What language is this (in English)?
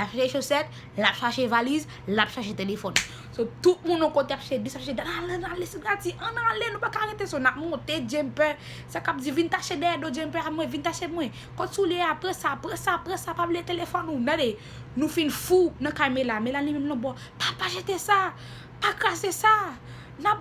Haitian Creole